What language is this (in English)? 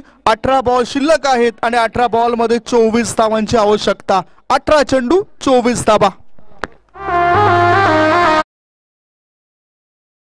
Marathi